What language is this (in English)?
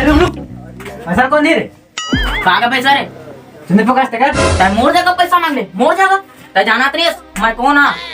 Chhattisgarhi